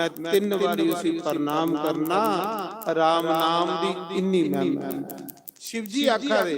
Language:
Dogri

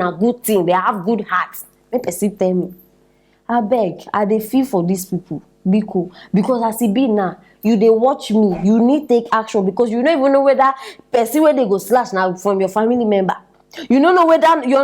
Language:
Nigerian Pidgin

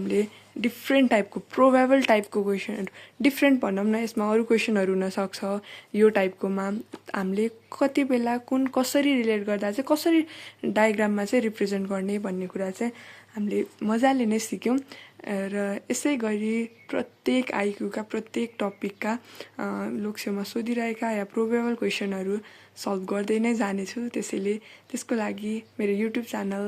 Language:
Nepali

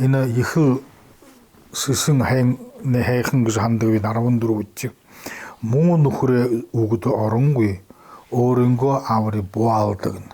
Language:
Buriat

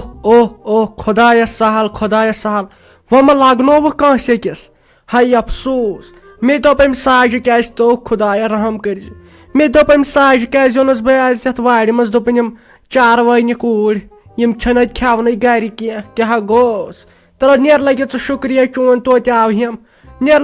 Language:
Kashmiri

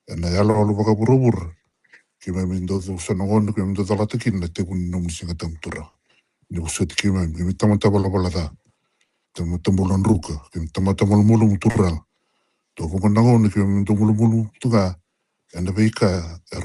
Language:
Fijian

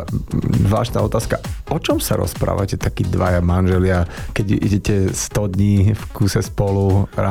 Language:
Slovak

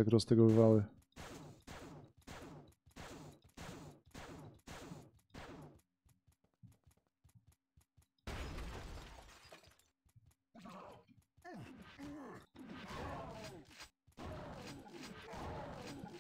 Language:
Polish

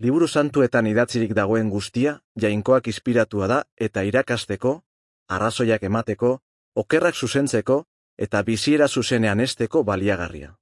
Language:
Basque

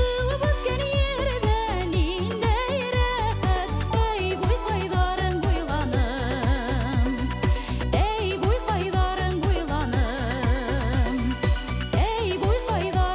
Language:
Bashkir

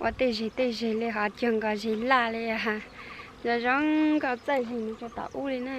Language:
Hmong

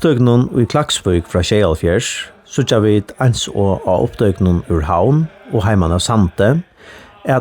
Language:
Faroese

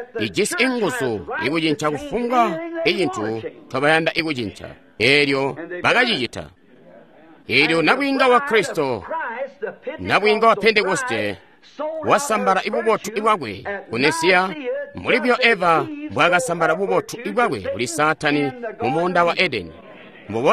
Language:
Tonga (Zambia)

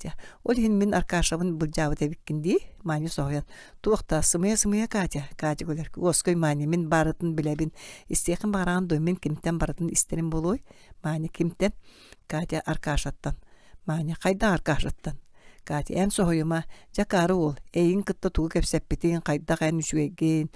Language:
Yakut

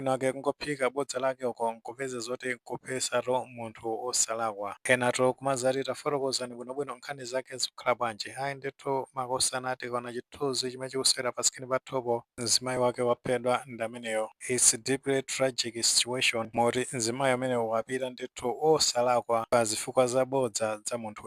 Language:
Nyanja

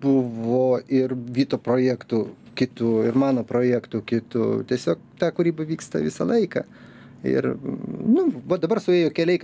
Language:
Lithuanian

